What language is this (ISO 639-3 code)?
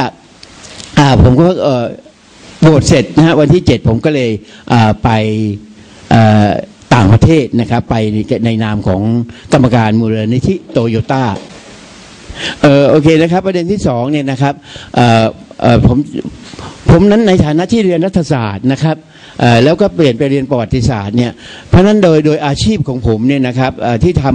tha